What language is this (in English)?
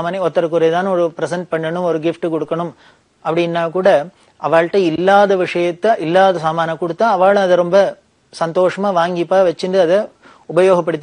Tamil